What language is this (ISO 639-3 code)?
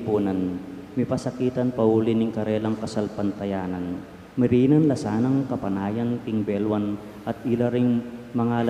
pam